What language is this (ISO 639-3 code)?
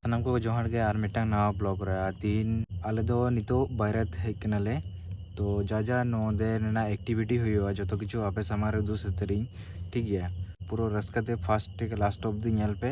sat